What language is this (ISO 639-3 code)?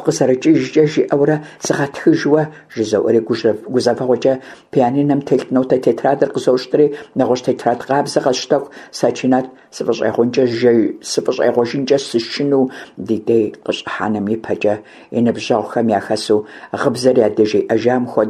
kbd